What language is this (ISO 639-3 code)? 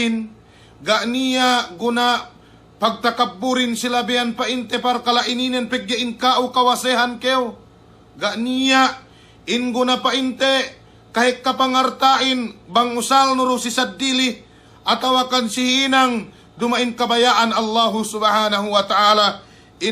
yka